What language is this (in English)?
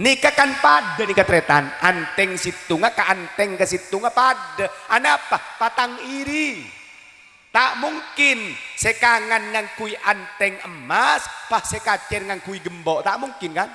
Madurese